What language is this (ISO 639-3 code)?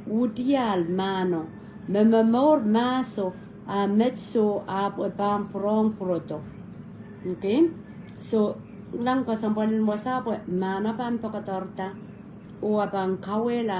pon